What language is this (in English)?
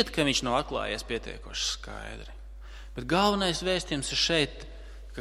Latvian